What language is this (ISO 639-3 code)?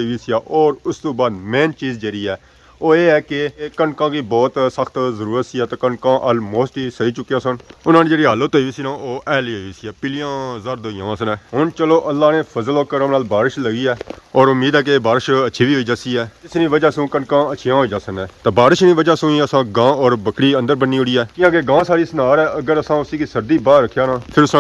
phr